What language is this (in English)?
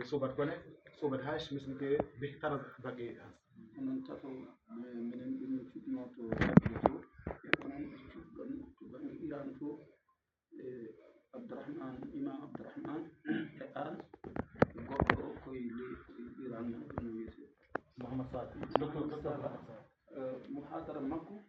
Fula